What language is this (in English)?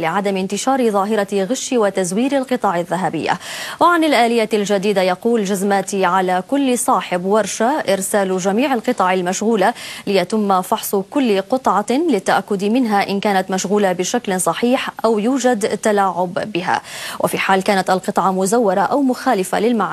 Arabic